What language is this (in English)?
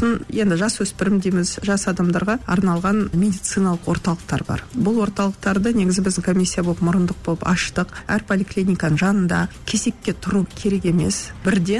Kazakh